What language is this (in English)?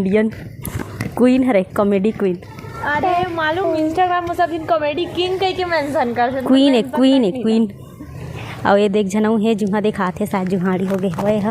Chhattisgarhi